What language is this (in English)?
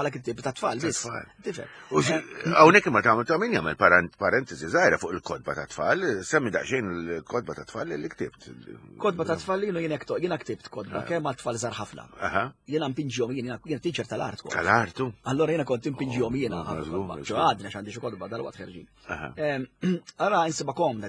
Maltese